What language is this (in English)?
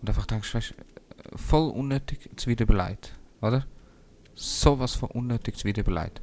Swiss German